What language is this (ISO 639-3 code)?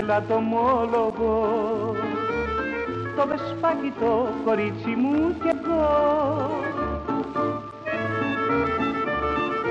ell